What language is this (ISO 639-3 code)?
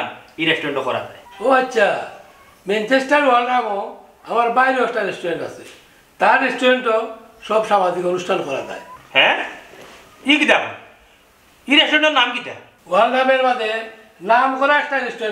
syl